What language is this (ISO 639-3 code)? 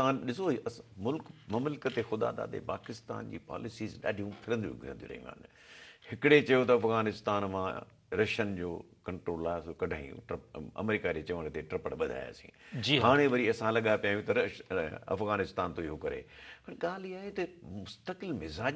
snd